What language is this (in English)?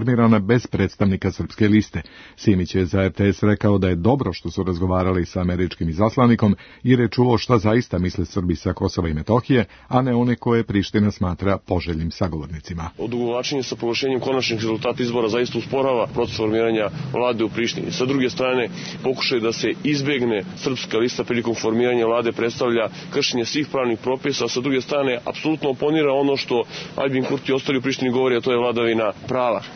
Serbian